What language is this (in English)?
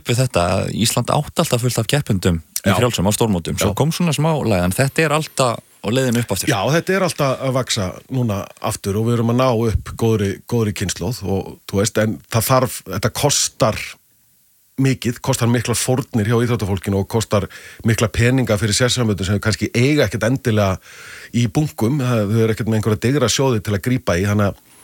Icelandic